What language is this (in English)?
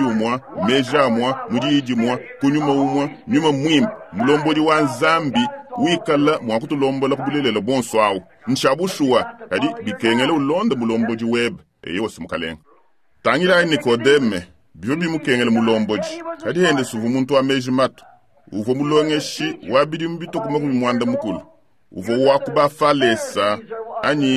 Luba-Lulua